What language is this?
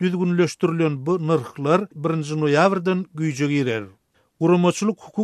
Turkmen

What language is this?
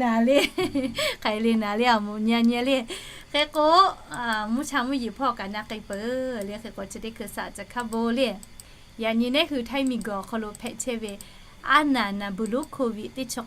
Lahu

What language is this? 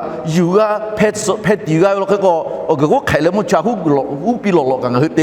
Lahu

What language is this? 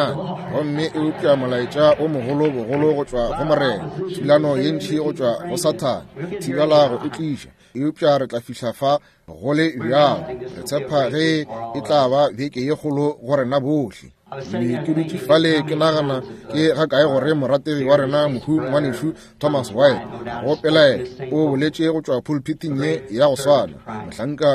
Northern Sotho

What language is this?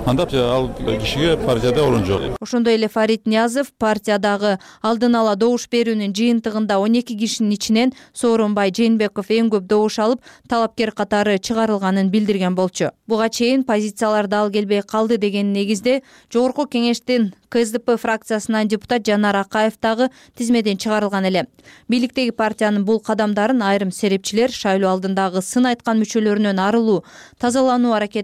Kyrgyz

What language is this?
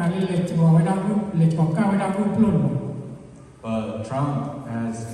S'gaw Karen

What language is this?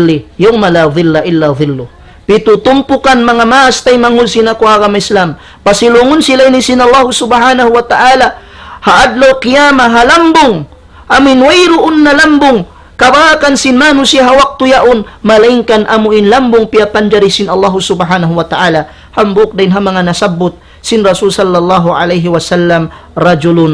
Tausug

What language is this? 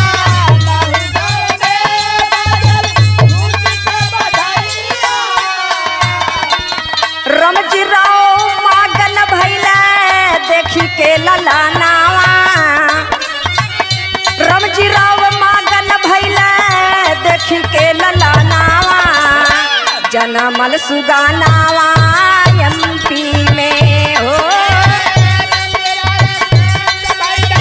Bhojpuri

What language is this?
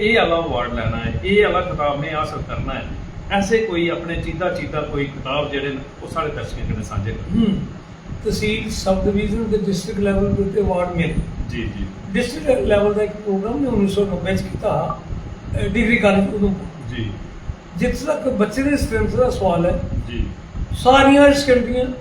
Dogri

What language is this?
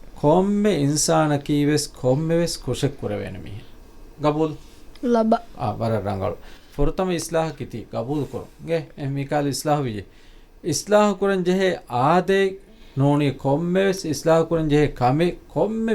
Divehi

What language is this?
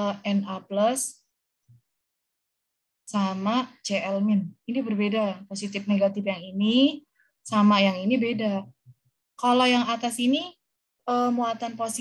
Indonesian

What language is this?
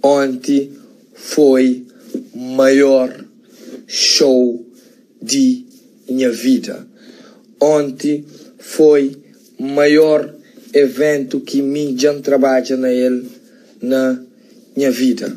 Kabuverdianu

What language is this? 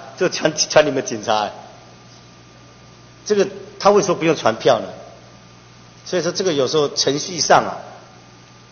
Chinese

